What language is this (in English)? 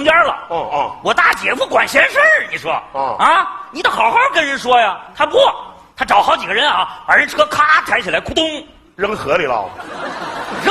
Chinese